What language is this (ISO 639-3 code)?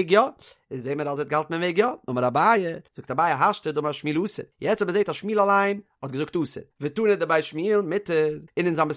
yid